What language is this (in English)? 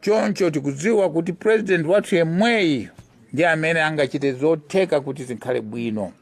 Nyanja